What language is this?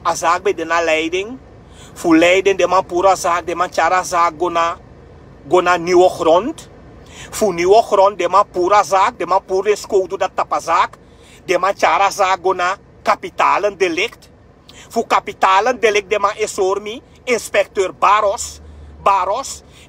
Sranan Tongo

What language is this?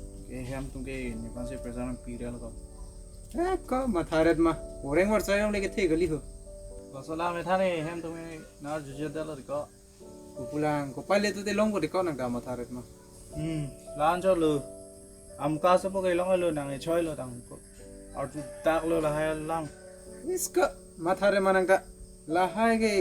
Karbi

